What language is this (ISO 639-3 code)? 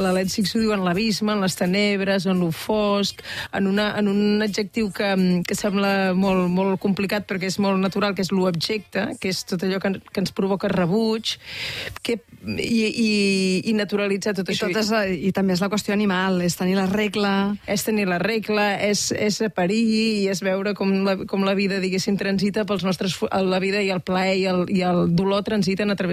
cat